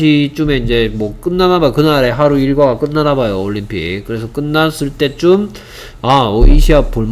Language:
Korean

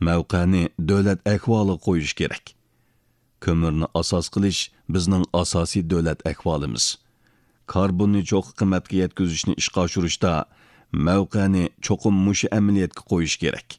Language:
Uyghur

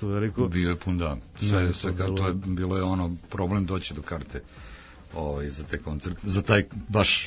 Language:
Serbian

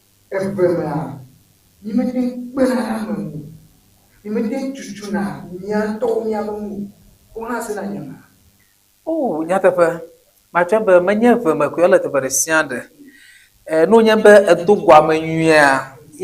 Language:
Ewe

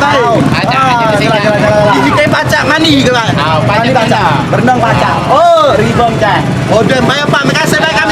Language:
Musi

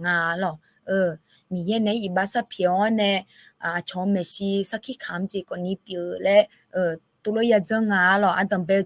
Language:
Akha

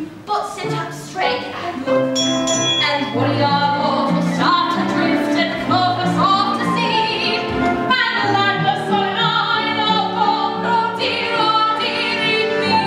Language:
English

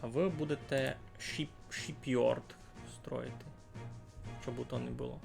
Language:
Rusyn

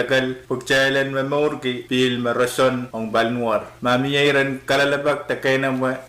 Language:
Pohnpeian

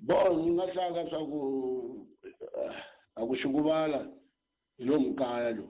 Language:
Tsonga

